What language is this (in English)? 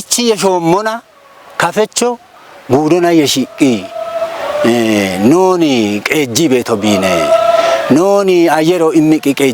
Kafa